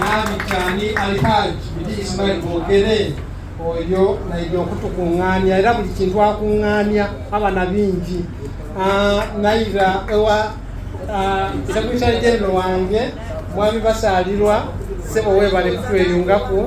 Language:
Soga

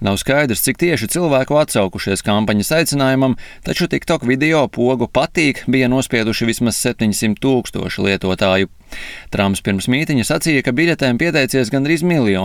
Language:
Latvian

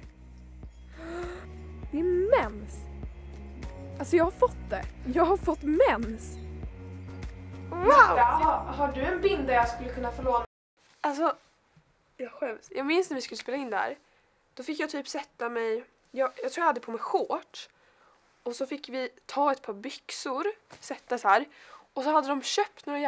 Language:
Swedish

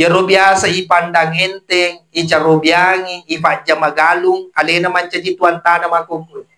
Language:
Buginese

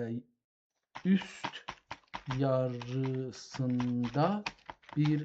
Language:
South Azerbaijani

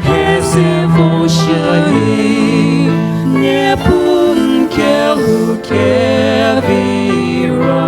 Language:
Poumei Naga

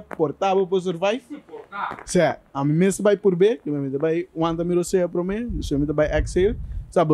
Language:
Papiamento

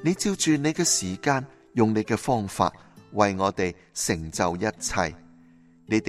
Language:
Cantonese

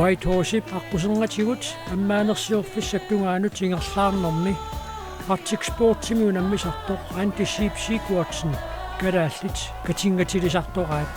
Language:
Kalaallisut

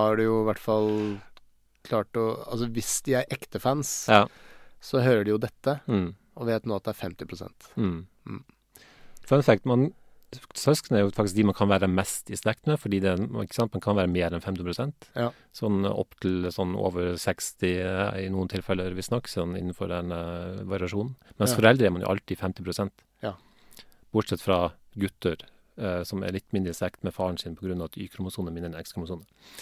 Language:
Norwegian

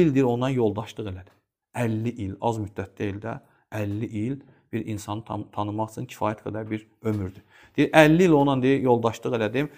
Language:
Azerbaijani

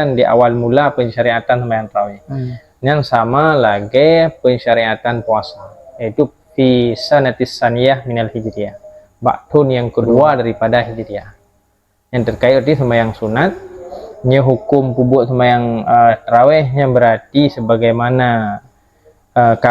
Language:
Achinese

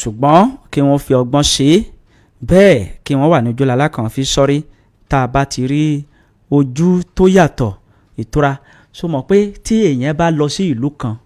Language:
Yoruba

